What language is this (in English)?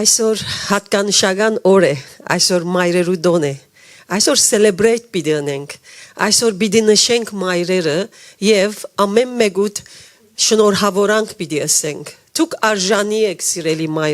Western Armenian